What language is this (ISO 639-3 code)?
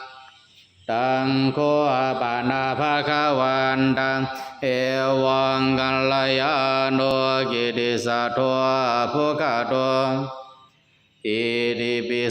pli